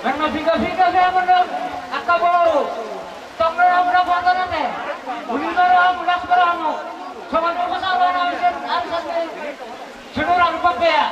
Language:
Batak Toba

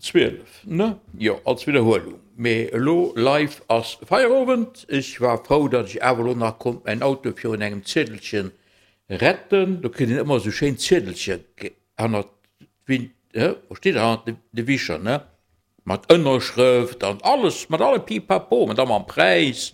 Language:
Luxembourgish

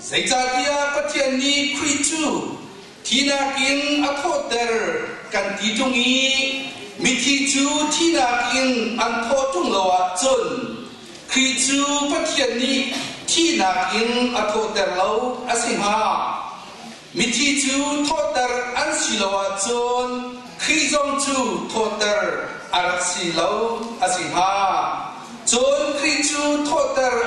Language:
Hakha Chin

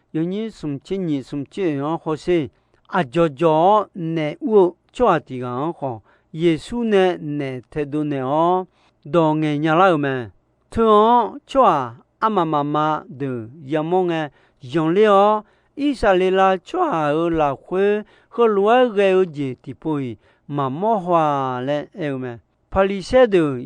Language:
Akha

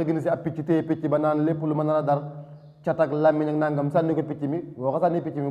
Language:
Wolof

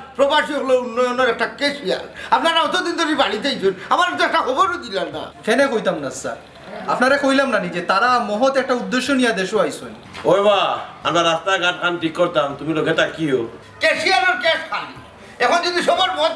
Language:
Sylheti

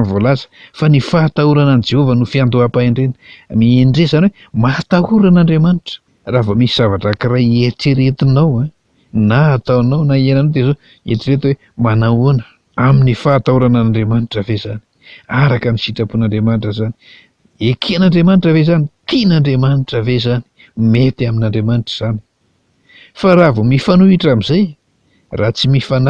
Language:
Malagasy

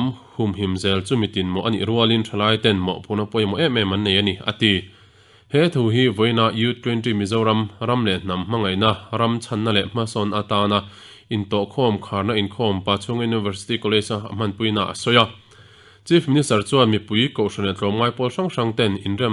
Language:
Mizo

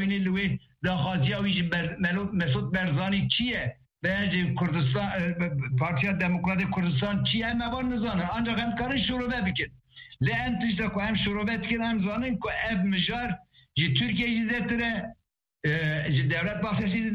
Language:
Kurdish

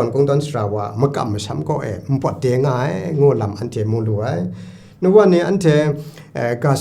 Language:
Kachin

